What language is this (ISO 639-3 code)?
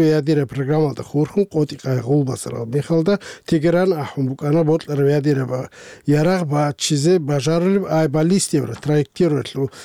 ava